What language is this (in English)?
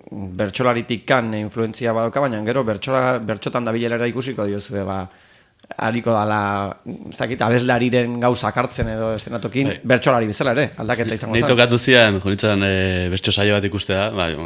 Basque